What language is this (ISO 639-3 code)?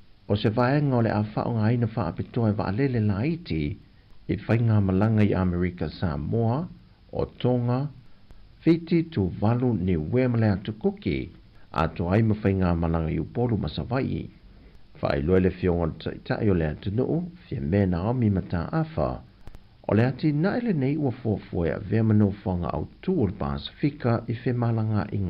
smo